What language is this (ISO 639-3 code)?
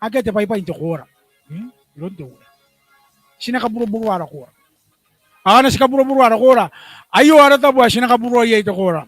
gil